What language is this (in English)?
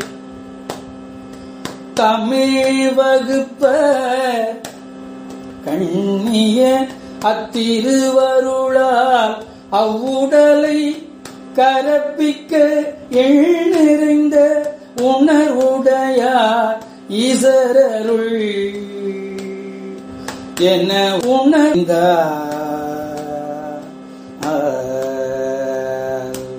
Tamil